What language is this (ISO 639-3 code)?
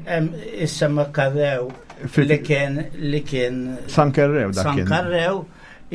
mlt